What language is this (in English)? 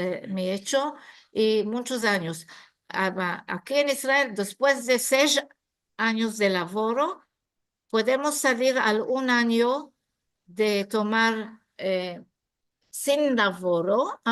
Ladino